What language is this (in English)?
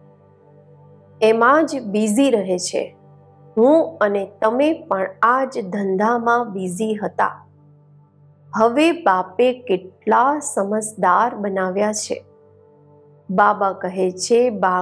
Gujarati